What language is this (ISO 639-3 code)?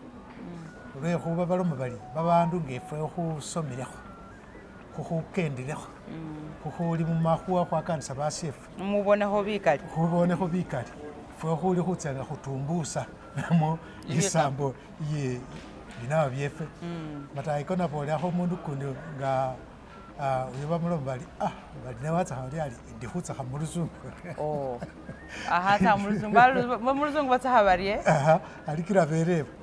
myx